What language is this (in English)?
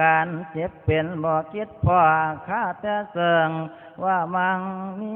Northeastern Thai